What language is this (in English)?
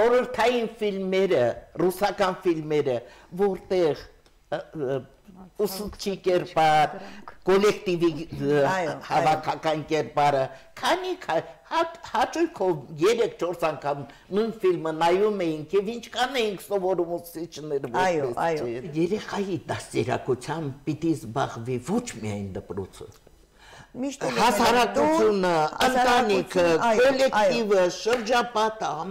Armenian